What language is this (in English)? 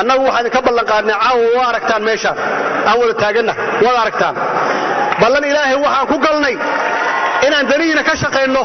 Somali